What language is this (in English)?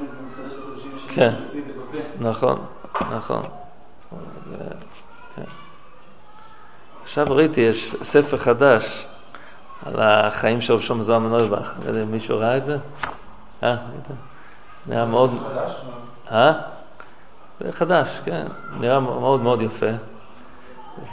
Hebrew